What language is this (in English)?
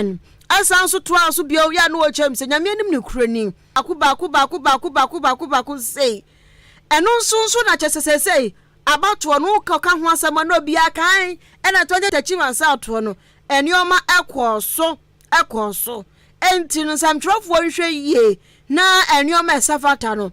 Akan